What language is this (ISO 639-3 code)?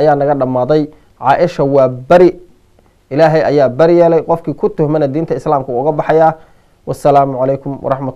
som